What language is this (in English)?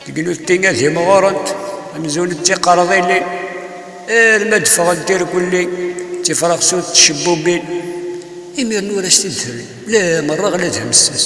Kabyle